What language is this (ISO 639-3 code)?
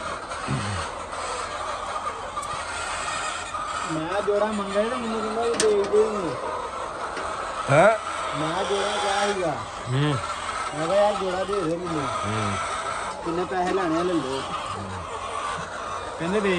pan